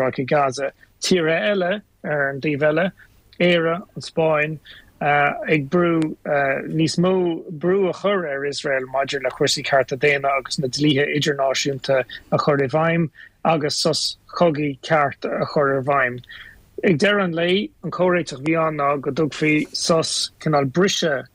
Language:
Irish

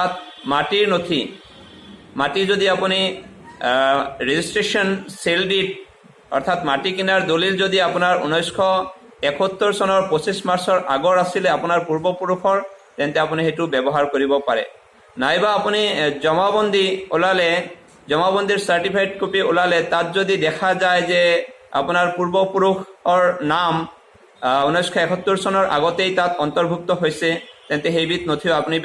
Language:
Assamese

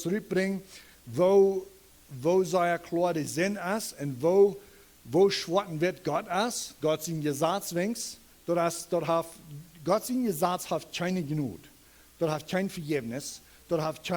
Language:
Plautdietsch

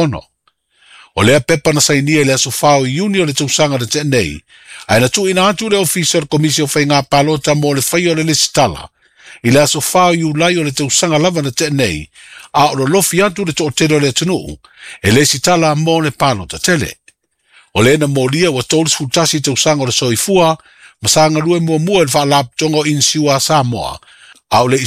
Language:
Samoan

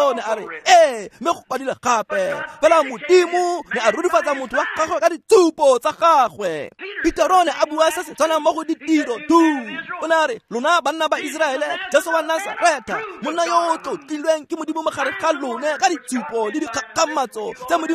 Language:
Tswana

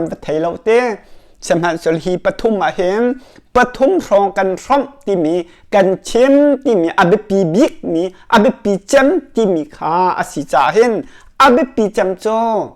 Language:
Hakha Chin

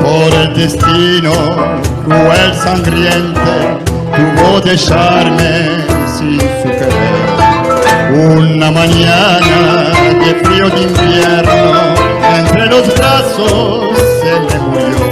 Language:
Ladino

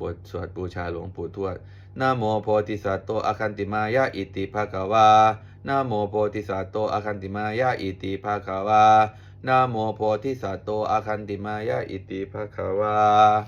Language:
Pali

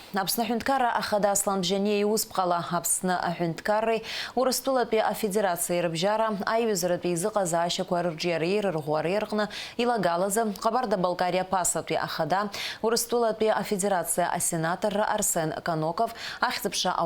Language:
Abkhazian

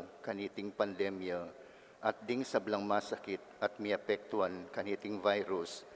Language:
Pampanga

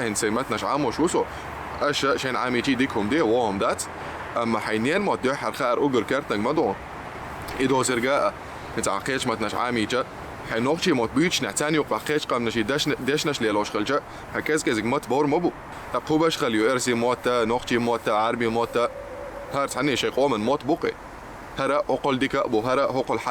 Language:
Chechen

